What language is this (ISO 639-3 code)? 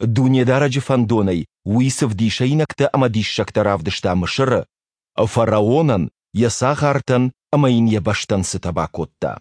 oss